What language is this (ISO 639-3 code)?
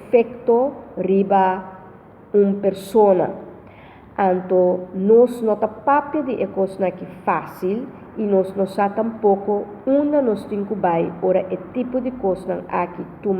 pap